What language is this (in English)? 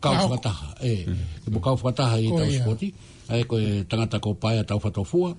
Tongan